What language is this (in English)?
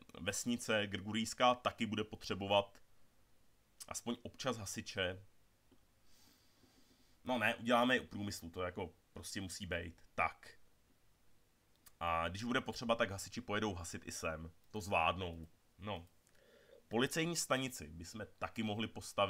Czech